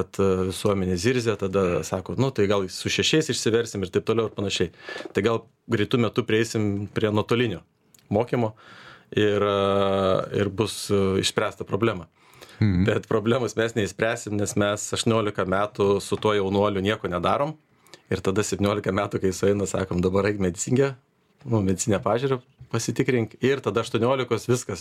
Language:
Lithuanian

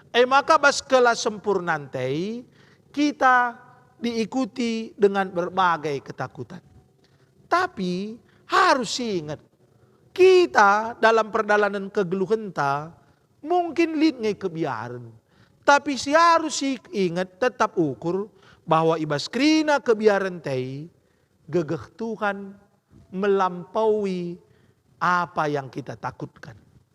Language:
Batak Karo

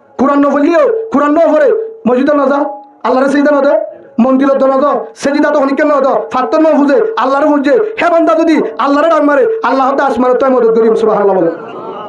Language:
Rohingya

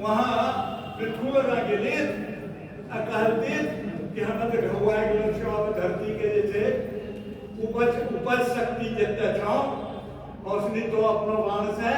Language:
Angika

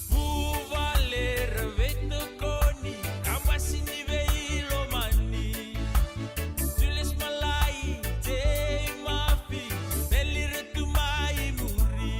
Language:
Fijian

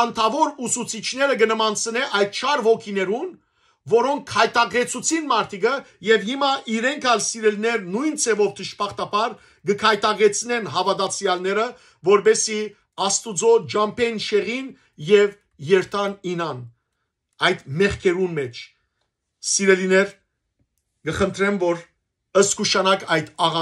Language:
Western Armenian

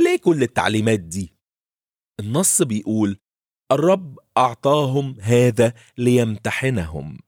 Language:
Egyptian Arabic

